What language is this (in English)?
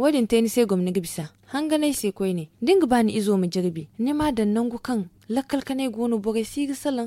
Zarma